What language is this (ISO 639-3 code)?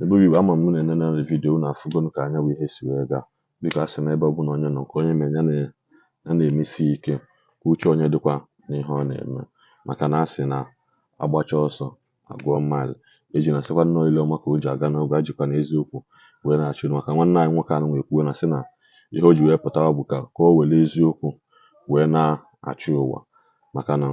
ibo